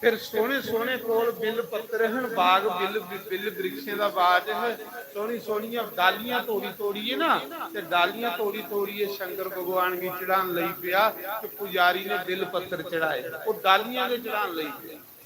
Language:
Dogri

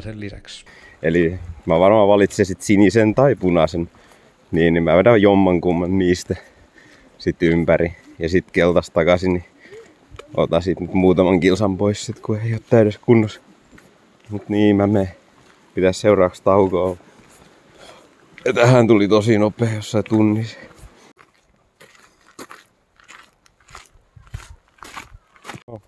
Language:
Finnish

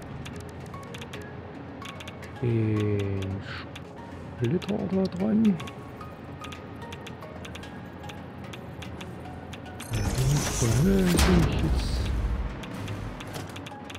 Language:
German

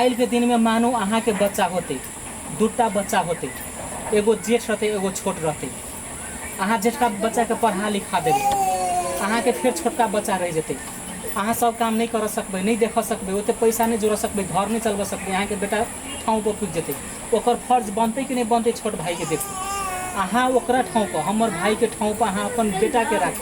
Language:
Maithili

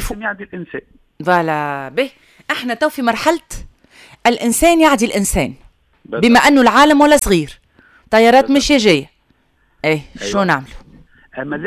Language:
Tunisian Arabic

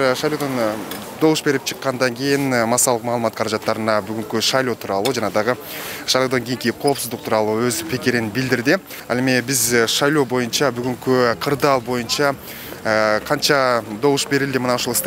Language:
Kyrgyz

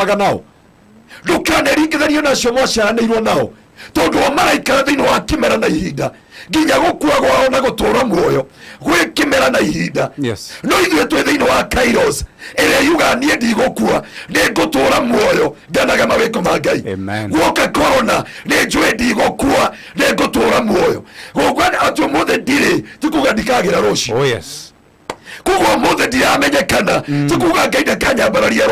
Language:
Kikuyu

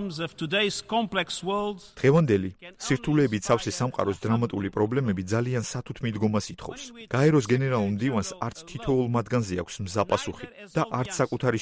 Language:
Georgian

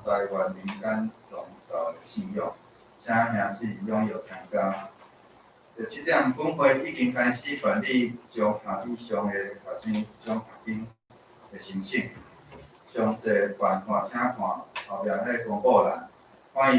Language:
Min Nan Chinese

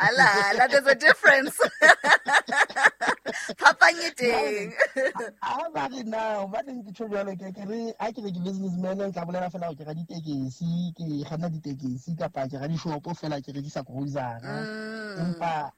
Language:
Southern Sotho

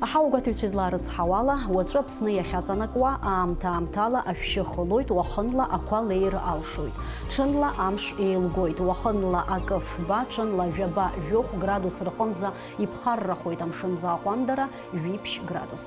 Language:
Abkhazian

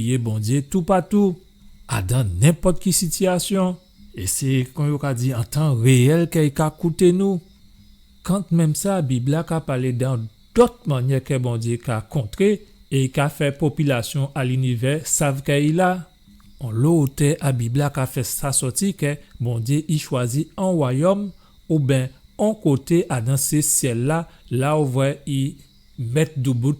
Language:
Guadeloupean Creole French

